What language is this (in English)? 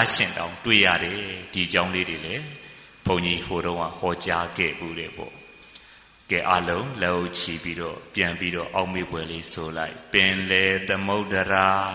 Burmese